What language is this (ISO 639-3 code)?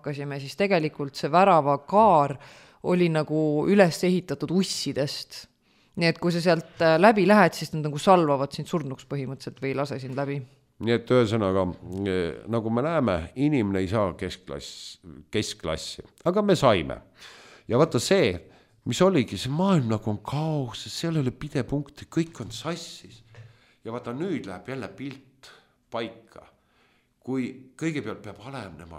est